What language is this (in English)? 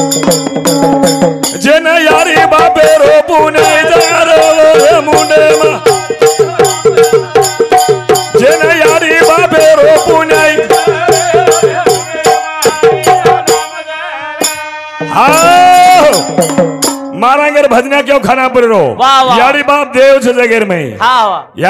Lambadi